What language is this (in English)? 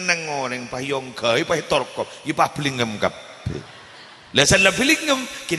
Madurese